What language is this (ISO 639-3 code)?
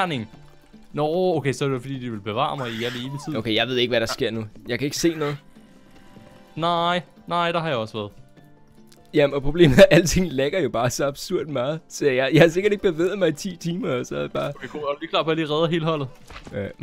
dan